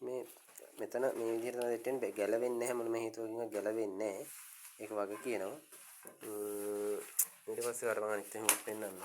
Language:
Sinhala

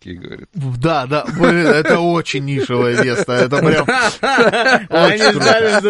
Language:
Russian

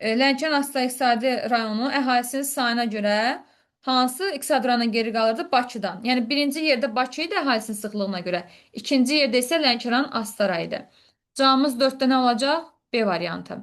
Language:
Azerbaijani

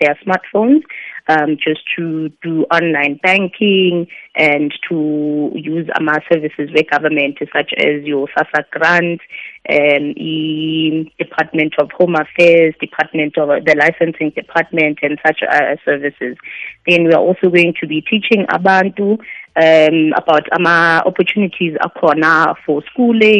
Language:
South Ndebele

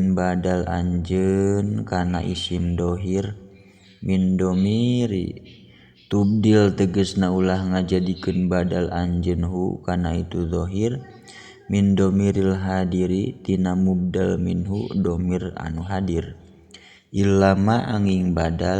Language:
Sundanese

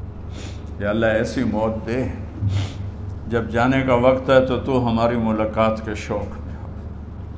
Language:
Urdu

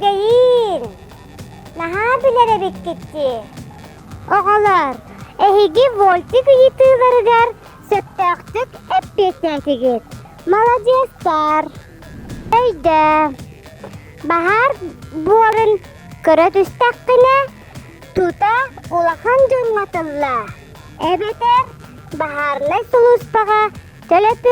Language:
Yakut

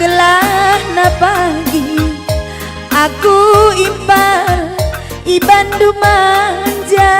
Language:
Batak Karo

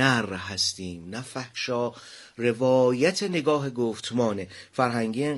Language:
Persian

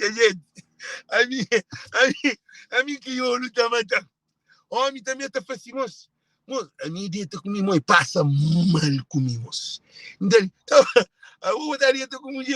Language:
Kabuverdianu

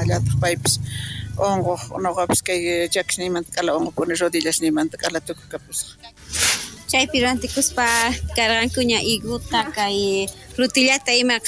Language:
South Bolivian Quechua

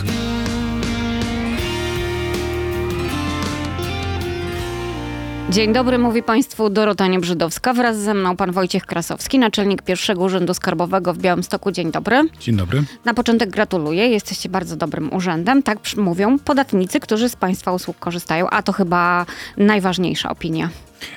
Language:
Polish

